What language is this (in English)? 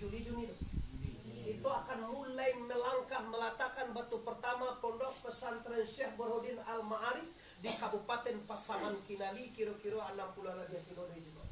Minangkabau